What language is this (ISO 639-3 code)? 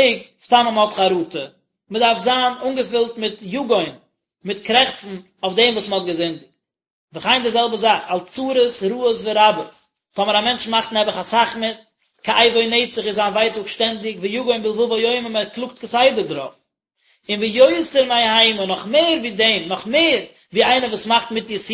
yid